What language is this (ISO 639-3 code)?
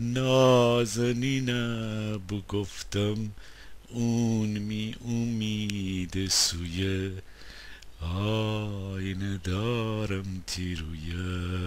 glk